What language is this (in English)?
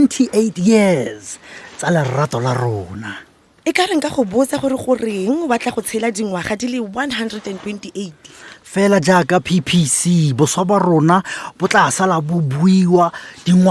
Tswana